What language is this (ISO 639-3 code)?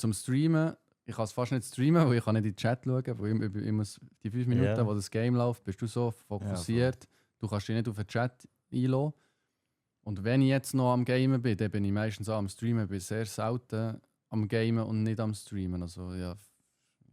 gsw